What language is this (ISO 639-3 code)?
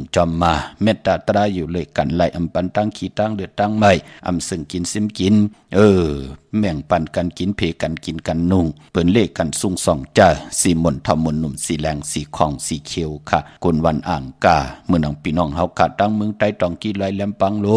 shn